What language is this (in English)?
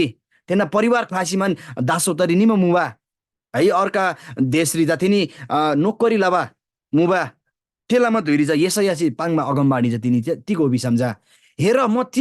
Eastern Tamang